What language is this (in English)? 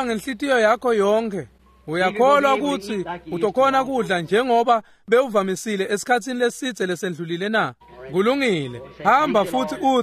Swati